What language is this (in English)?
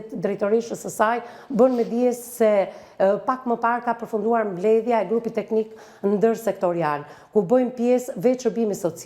Albanian